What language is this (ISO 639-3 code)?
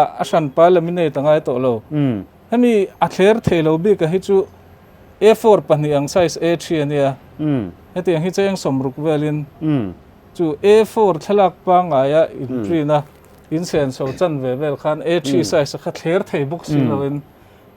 lus